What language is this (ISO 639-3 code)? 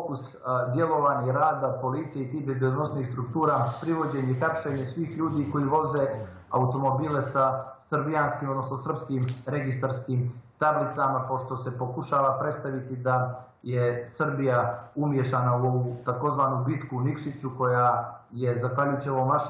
srp